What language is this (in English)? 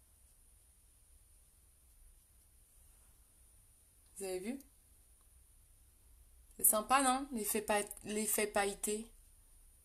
French